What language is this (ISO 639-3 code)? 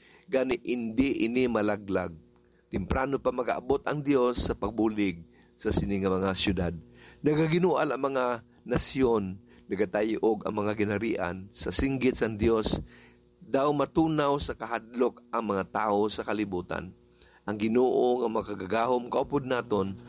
hil